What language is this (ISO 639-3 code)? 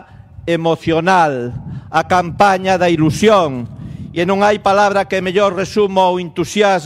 glg